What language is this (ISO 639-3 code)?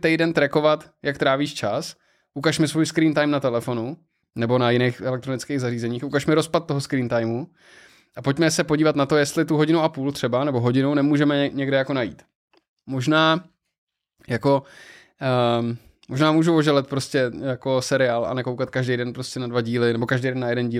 ces